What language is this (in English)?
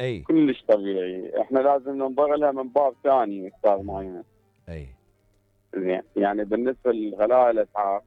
Mesopotamian Arabic